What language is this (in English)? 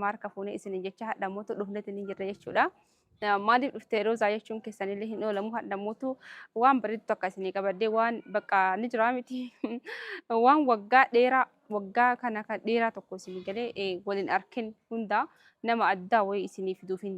Oromo